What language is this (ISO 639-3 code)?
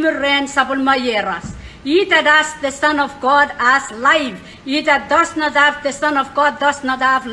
pon